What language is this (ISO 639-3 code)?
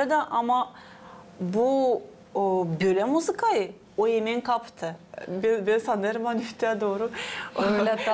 gag